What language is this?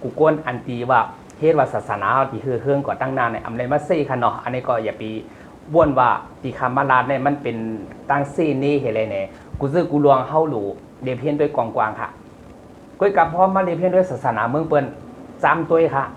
Shan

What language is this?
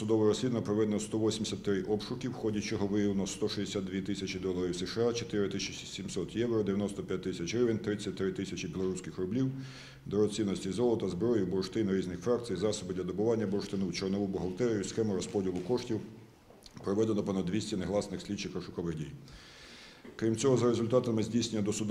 Ukrainian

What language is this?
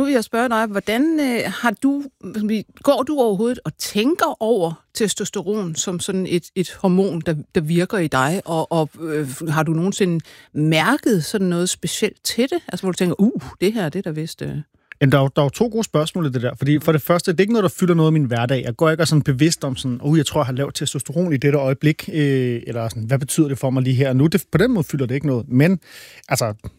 Danish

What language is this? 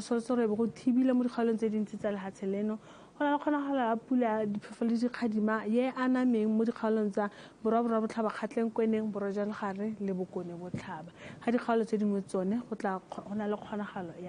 Tswana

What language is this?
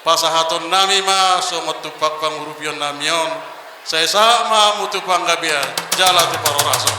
Batak Toba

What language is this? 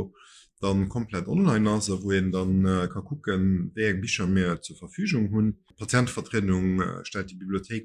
Luxembourgish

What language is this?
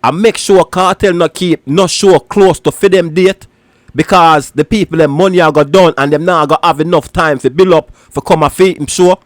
Jamaican Creole English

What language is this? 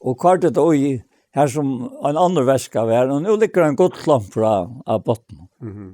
Faroese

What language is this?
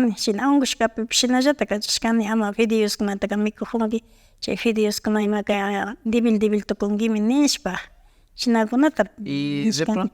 Imbabura Highland Quichua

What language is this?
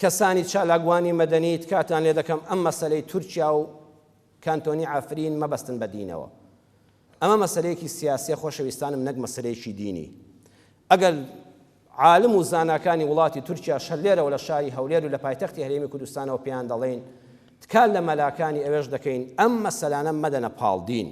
Central Kurdish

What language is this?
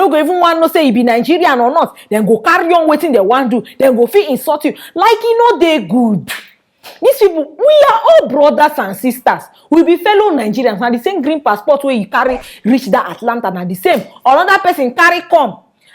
Nigerian Pidgin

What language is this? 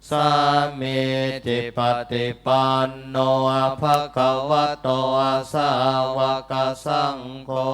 Pali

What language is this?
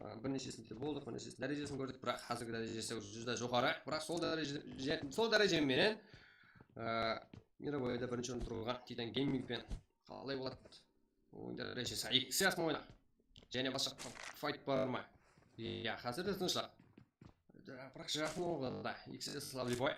Kara-Kalpak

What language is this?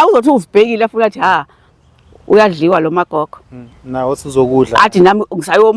Zulu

